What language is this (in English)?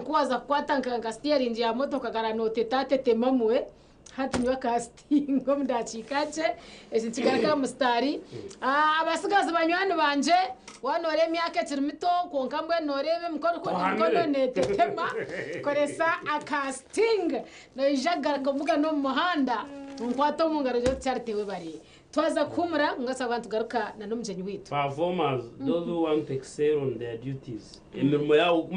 Nyankole